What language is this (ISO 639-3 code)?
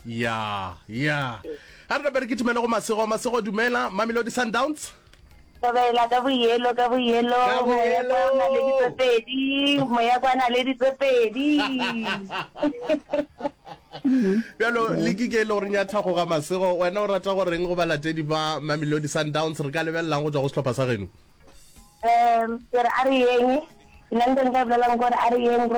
nso